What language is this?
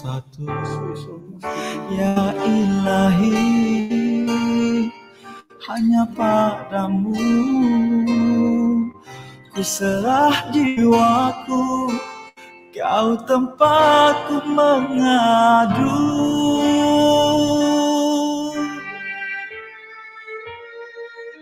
Malay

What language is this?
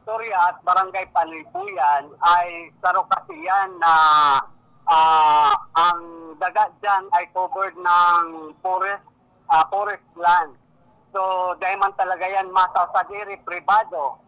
Bikol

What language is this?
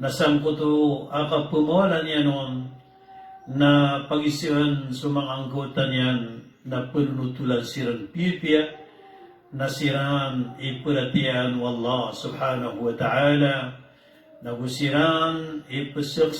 Maranao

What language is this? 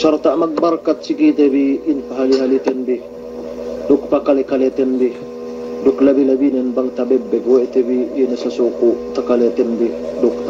Yakan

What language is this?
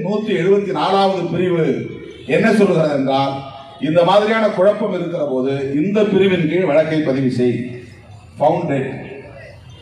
Tamil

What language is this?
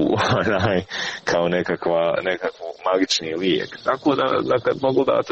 Croatian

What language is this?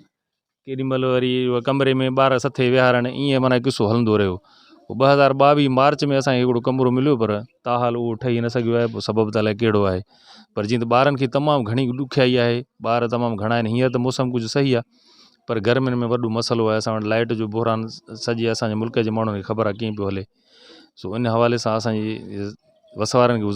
Sindhi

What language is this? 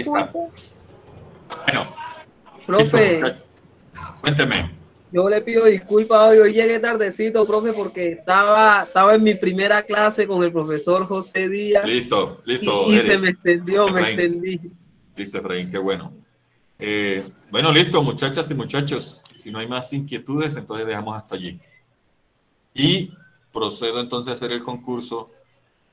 Spanish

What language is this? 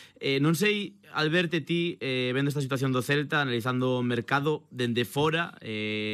Galician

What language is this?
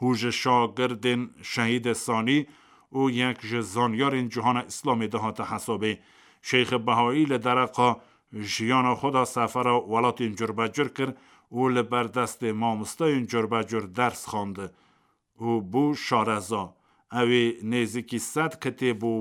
Kurdish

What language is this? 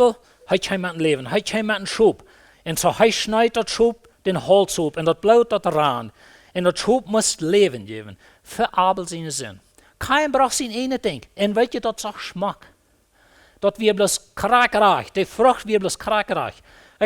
Plautdietsch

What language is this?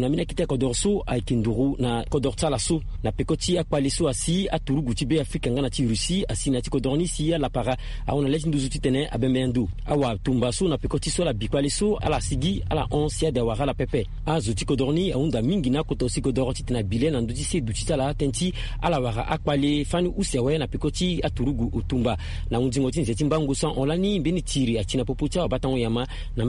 Sango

